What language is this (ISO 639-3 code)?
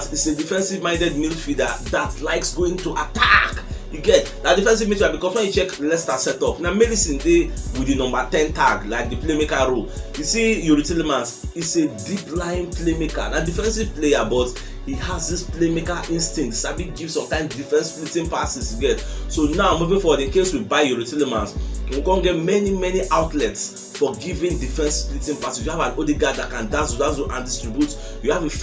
pcm